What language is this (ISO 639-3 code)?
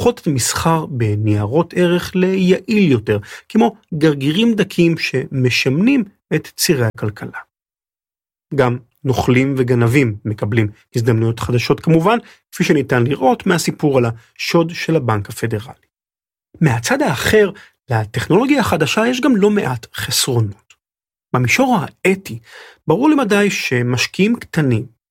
heb